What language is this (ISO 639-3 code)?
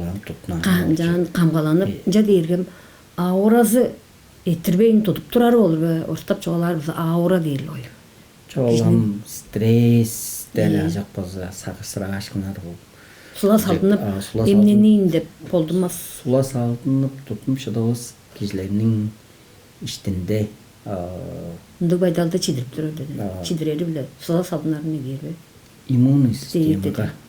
tyv